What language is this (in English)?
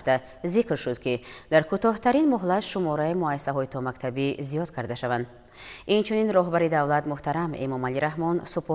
Tajik